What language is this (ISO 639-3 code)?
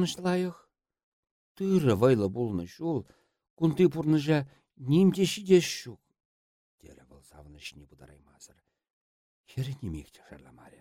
chv